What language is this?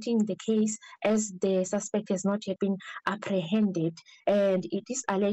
English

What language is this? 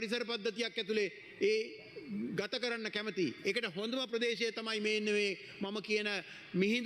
Sinhala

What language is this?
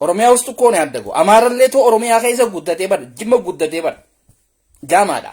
Oromo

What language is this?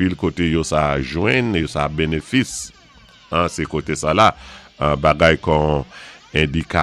Saint Lucian Creole French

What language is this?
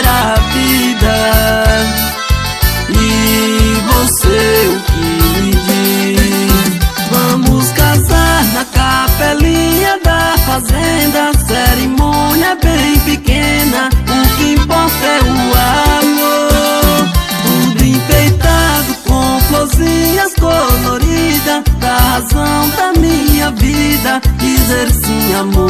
Portuguese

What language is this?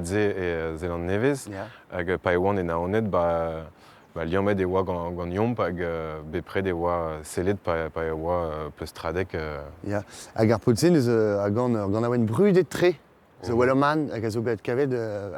Breton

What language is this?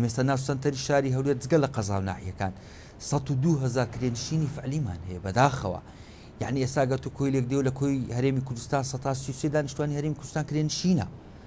Central Kurdish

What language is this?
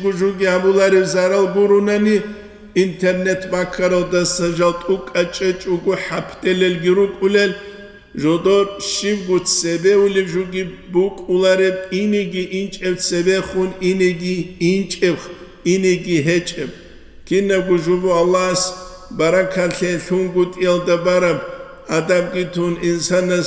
Avaric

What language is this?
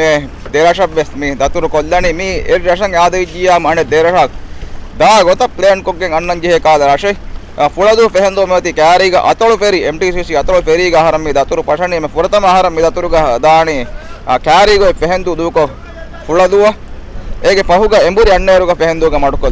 Divehi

